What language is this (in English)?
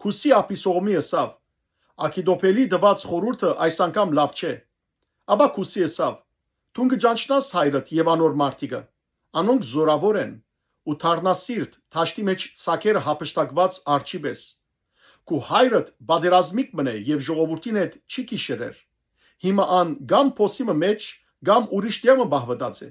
Western Armenian